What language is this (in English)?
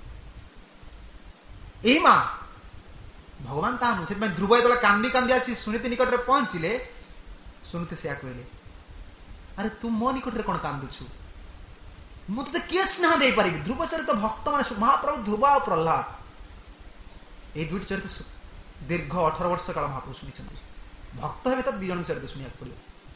Odia